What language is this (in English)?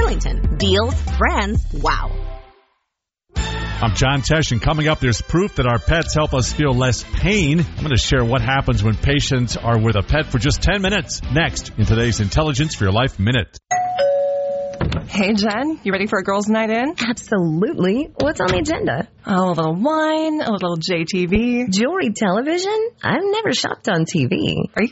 English